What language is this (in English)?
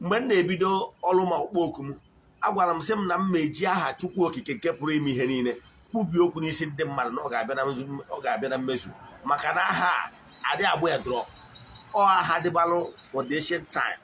Igbo